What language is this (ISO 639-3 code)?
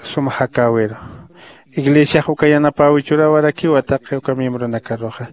aym